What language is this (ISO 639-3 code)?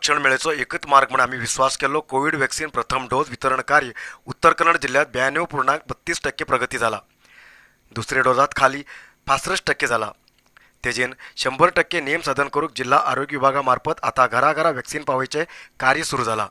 kok